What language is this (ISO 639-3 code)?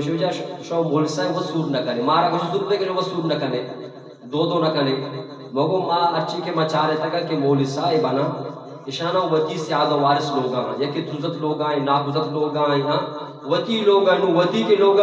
bgp